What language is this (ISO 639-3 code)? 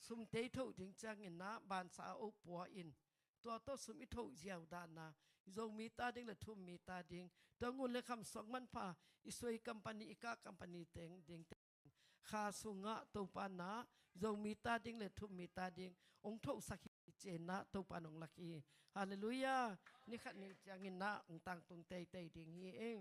ctd